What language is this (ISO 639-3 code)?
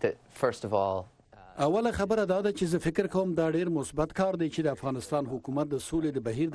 pus